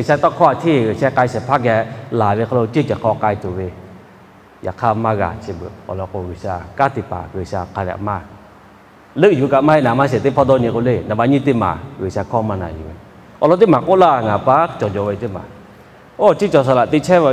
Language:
Lahu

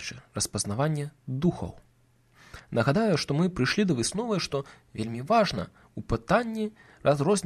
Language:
Belarusian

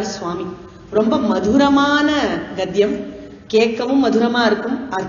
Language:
Tamil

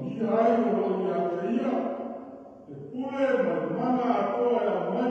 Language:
Samoan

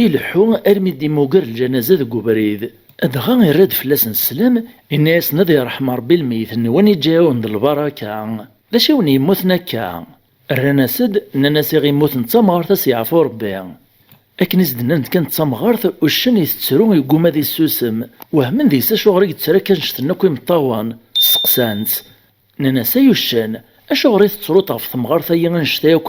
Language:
Kabyle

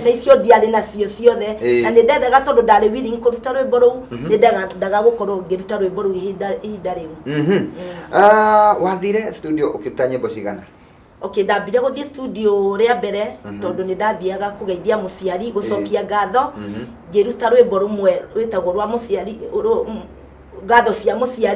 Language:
Kikuyu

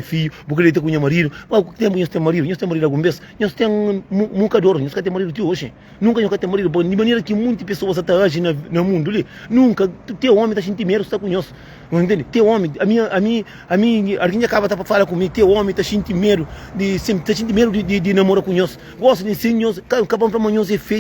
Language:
Kabuverdianu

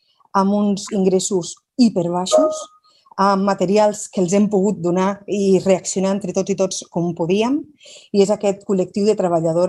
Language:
Catalan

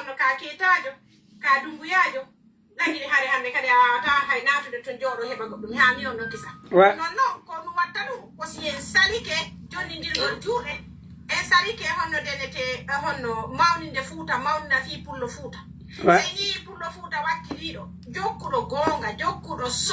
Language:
Pular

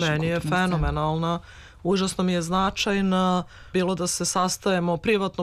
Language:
Serbian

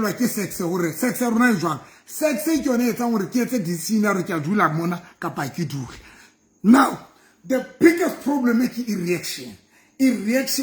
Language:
Southern Sotho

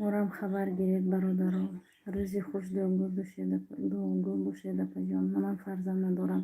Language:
Tajik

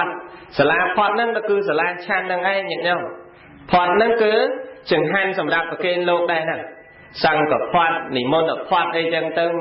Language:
Khmer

